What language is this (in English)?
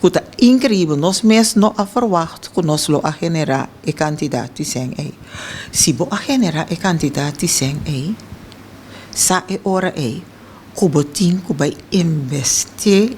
Papiamento